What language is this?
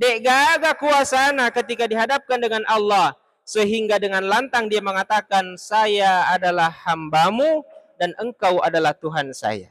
Buginese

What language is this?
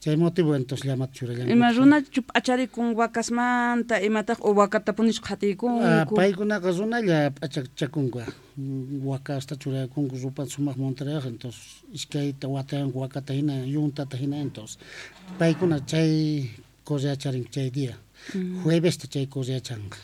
Quechua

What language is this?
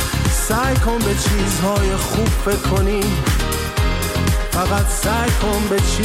Persian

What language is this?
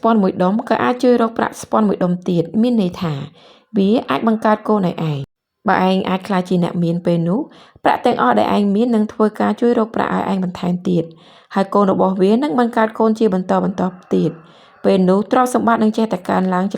Khmer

